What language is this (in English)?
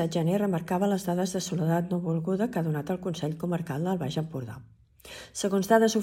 Catalan